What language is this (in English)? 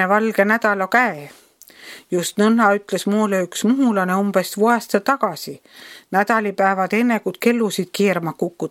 Estonian